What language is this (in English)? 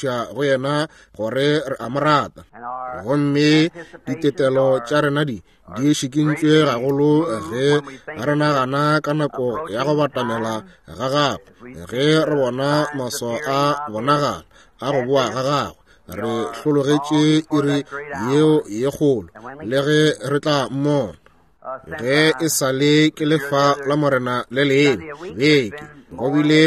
Northern Sotho